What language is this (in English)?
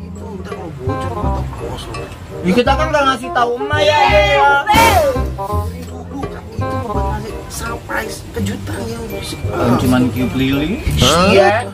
Betawi